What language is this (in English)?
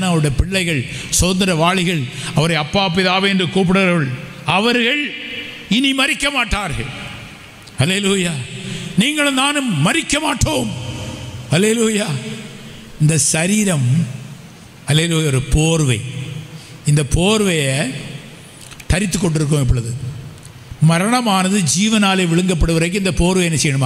Tamil